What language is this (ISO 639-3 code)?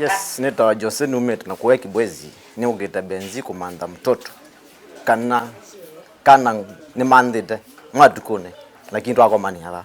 kam